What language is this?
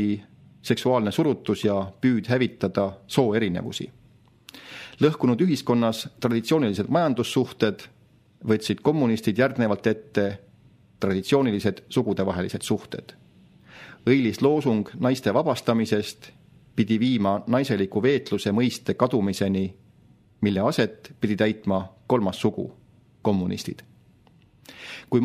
Estonian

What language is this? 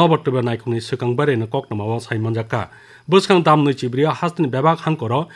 Kok Borok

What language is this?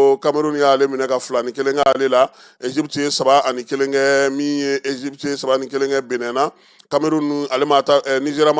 Bambara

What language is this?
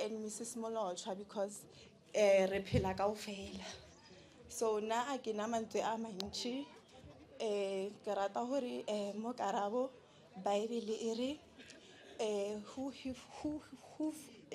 Northern Sotho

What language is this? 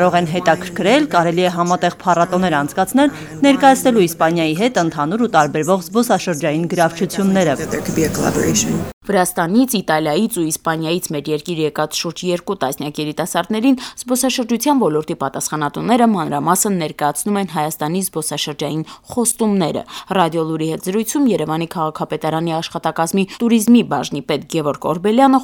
Armenian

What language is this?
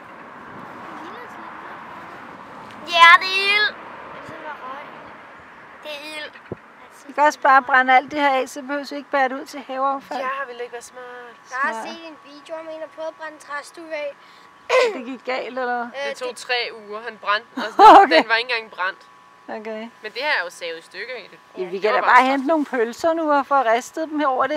Danish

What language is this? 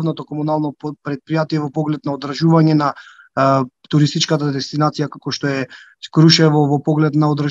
Macedonian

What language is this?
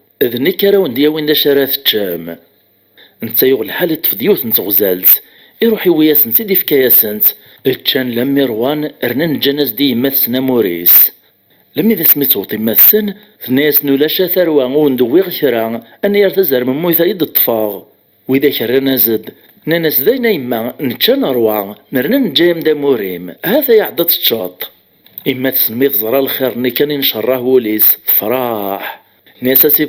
Kabyle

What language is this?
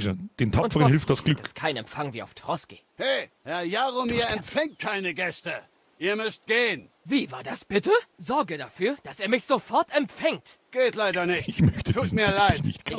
Bavarian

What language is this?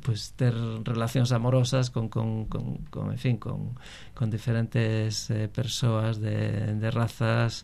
Galician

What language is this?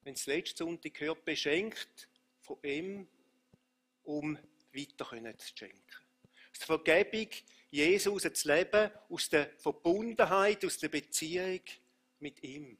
Swiss German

